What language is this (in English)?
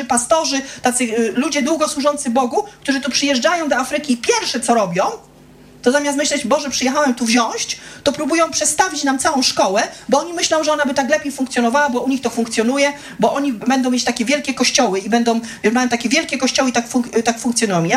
Polish